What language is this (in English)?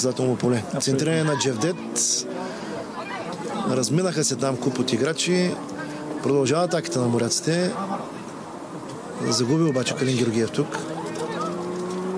Bulgarian